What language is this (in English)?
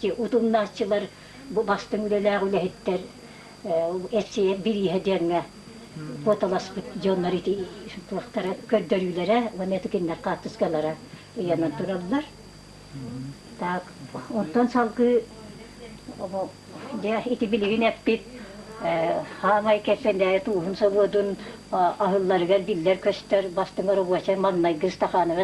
Yakut